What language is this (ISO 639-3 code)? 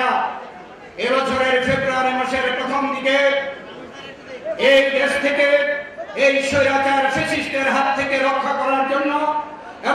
ben